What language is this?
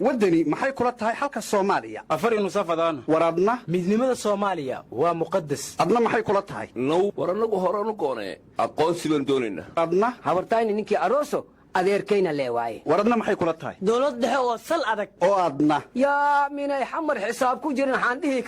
Somali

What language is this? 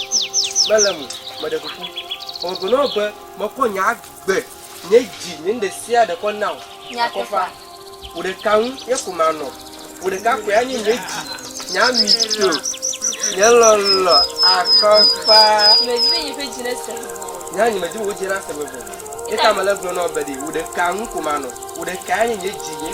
Ewe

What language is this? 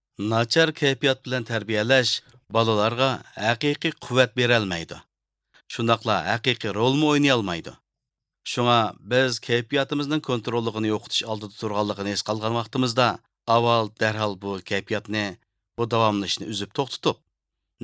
Uyghur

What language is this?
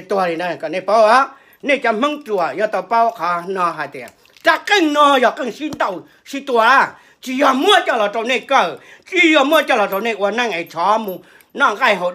Hmong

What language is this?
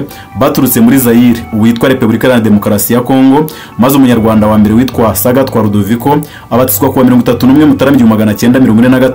Kinyarwanda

